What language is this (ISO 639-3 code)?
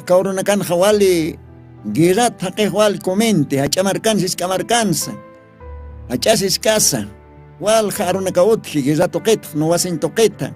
aym